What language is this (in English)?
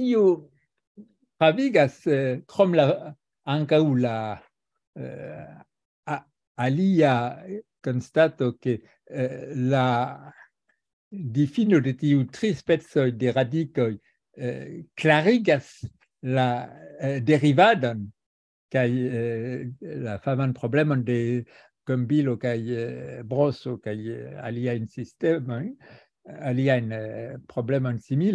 Esperanto